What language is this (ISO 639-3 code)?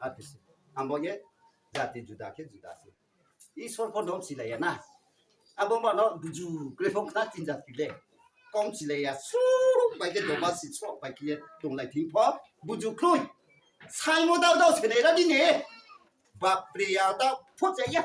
ria